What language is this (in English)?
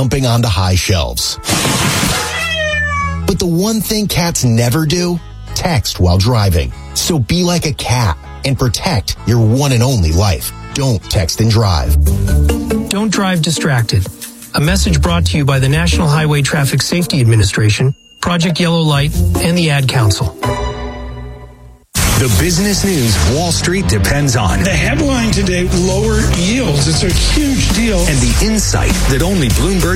English